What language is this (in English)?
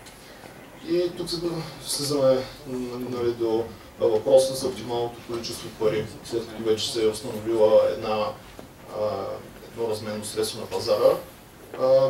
Bulgarian